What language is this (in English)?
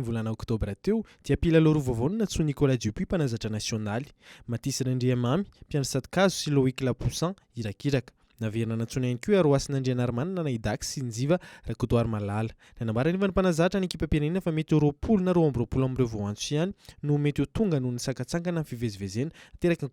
Malagasy